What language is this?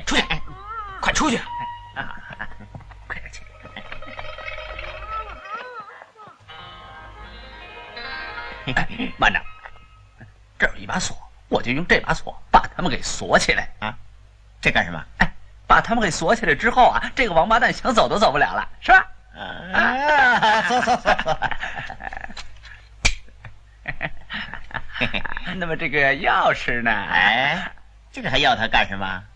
Chinese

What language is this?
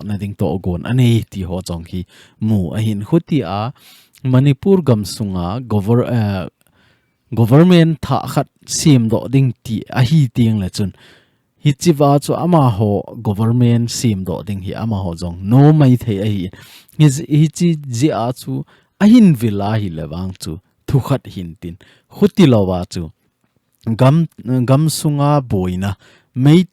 Thado Chin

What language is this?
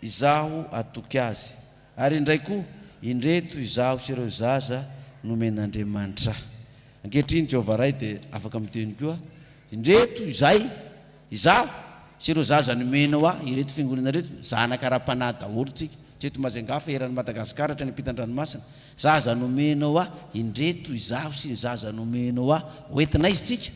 Malagasy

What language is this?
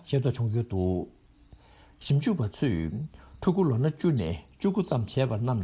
Tibetan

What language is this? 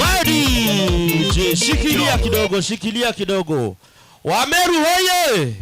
Meru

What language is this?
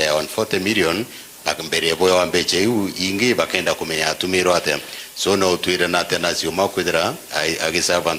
Meru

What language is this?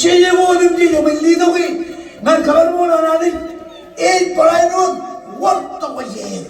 Marshallese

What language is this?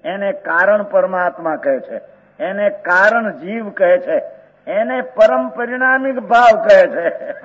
Gujarati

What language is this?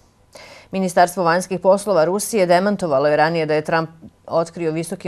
Bosnian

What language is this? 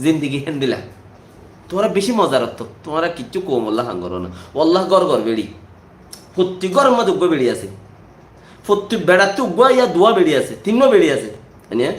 Rohingya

